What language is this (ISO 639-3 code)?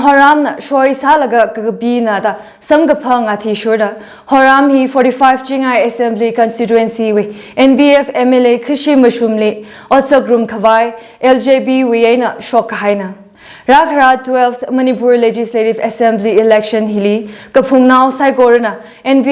nmf